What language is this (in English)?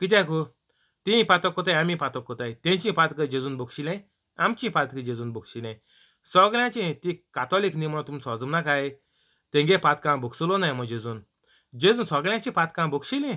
Konkani